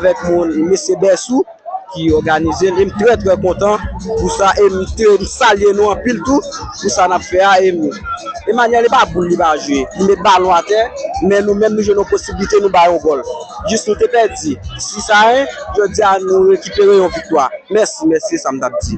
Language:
Haitian Creole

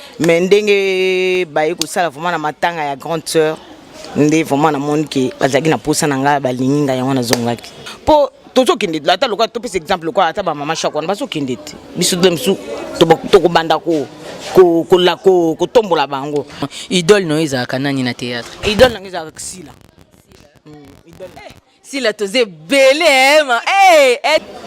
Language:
Lingala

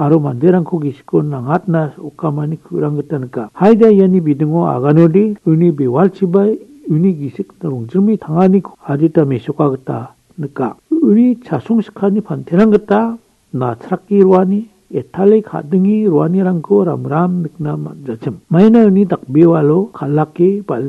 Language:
Garo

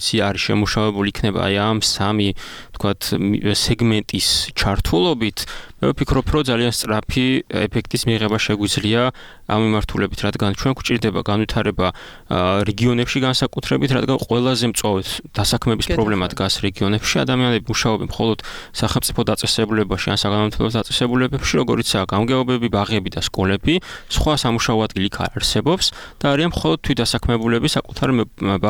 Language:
Georgian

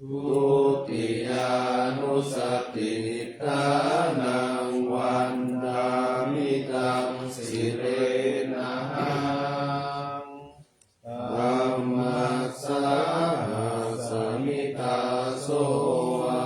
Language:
Pali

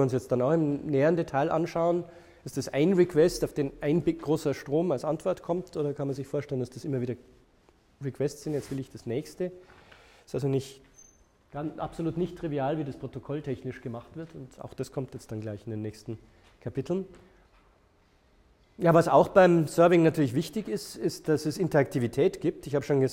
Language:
German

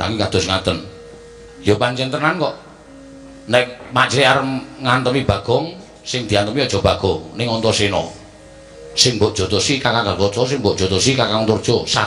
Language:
Javanese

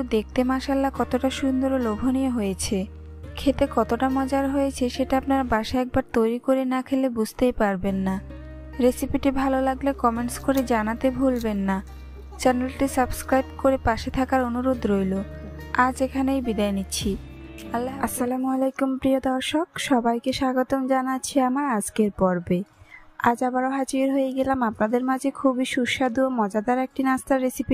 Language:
Bangla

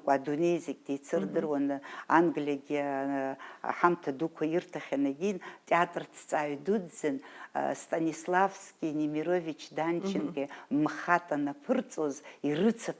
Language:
Abkhazian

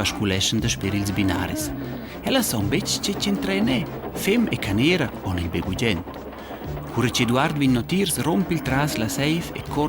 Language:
Romansh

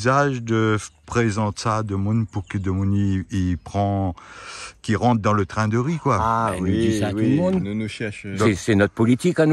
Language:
Réunion Creole French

